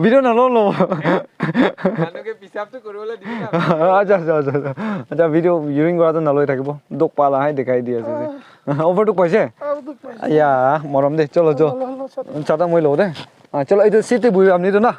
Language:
Naga Pidgin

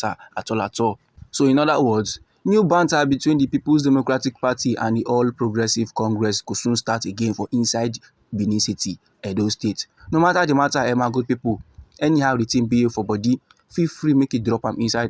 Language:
Nigerian Pidgin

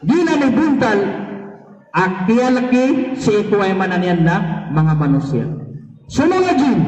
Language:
Maranao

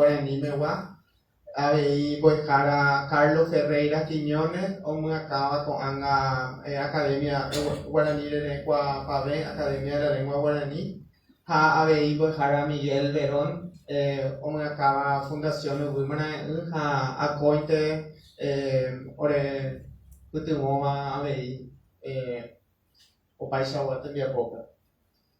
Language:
Guarani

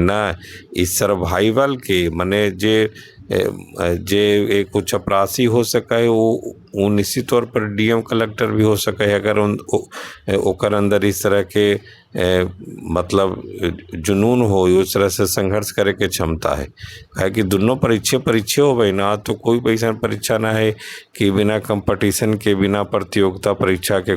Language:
Magahi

